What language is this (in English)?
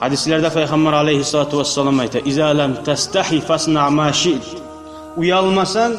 Kumyk